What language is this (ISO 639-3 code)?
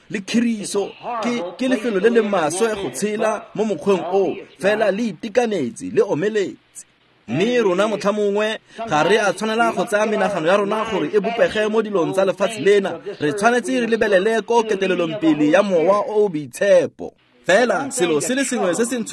tsn